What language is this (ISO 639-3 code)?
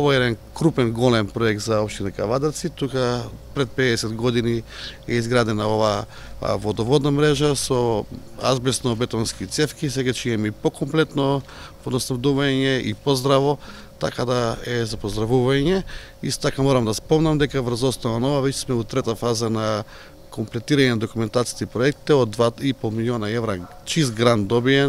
mkd